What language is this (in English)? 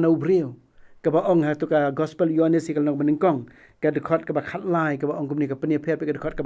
Khasi